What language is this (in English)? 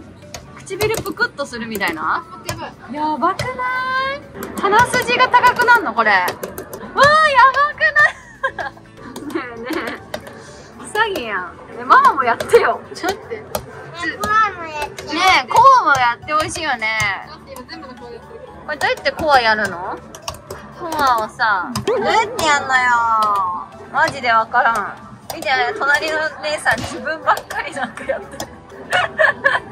Japanese